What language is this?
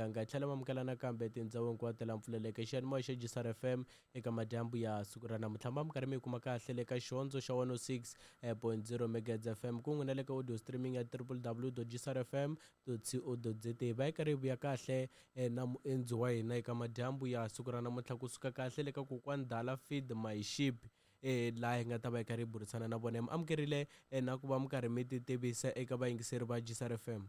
Tsonga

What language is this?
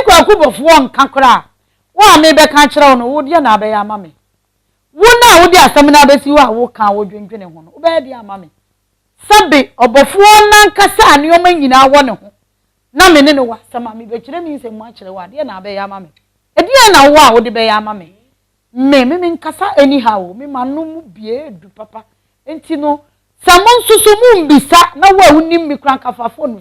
Akan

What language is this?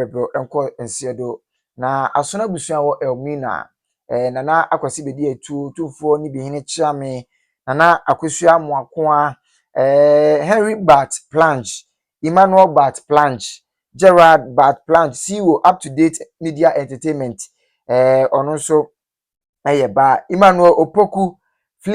Akan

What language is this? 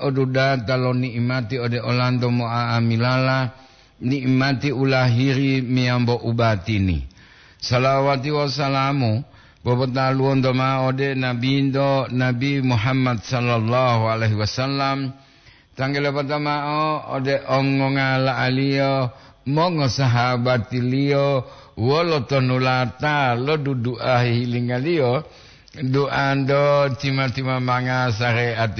Gorontalo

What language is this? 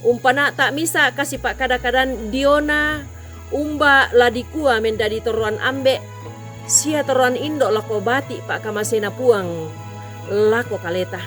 Toraja-Sa'dan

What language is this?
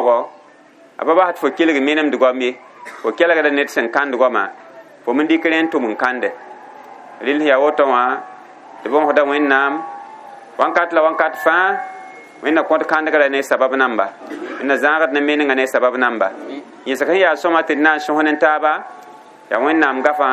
Mossi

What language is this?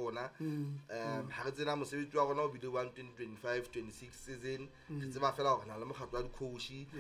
Southern Sotho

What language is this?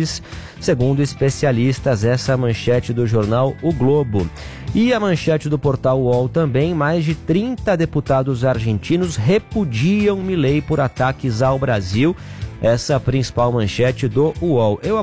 Portuguese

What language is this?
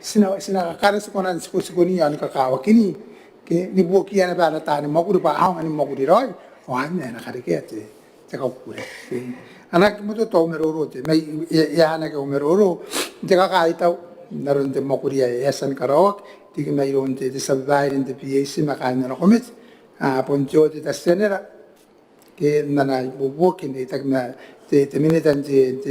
Gilbertese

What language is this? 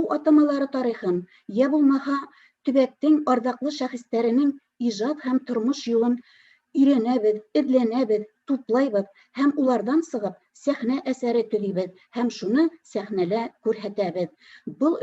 Bashkir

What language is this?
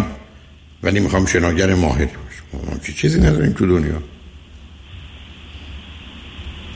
Persian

